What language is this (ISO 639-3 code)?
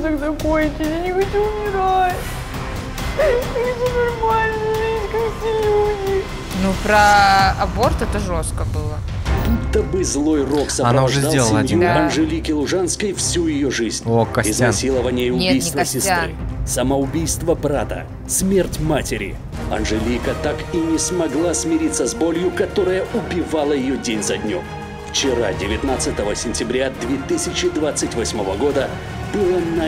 rus